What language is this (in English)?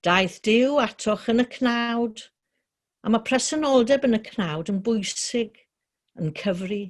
Welsh